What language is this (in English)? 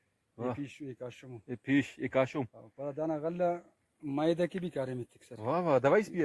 Brahui